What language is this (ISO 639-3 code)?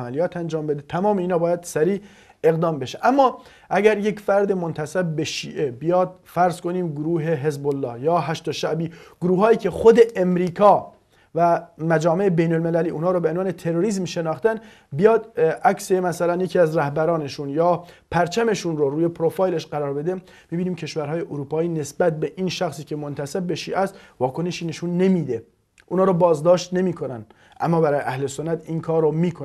fas